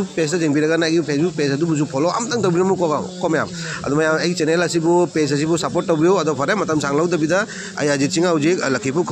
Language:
Manipuri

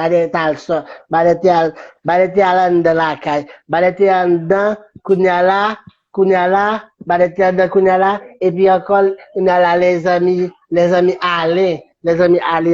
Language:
Haitian Creole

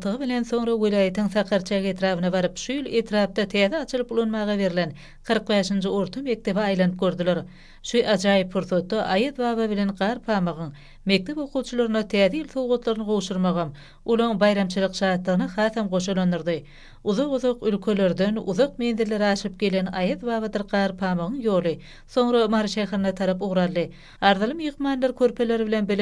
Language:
Turkmen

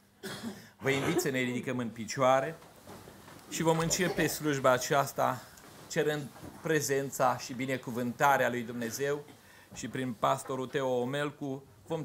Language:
Romanian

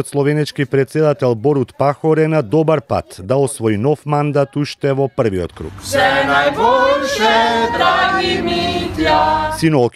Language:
Macedonian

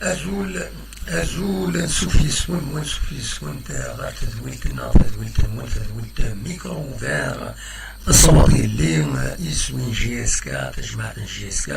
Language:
Kabyle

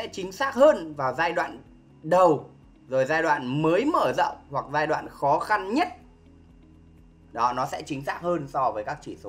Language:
Vietnamese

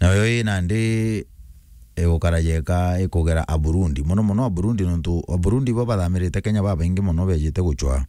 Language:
Meru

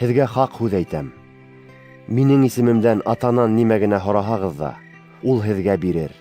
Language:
Bashkir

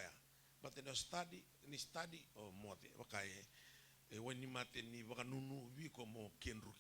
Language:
Fijian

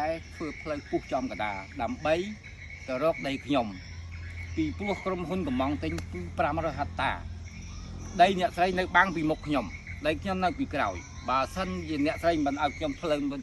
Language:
Khmer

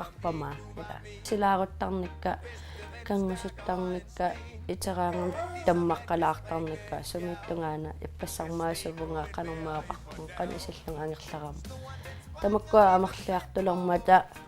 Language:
Kalaallisut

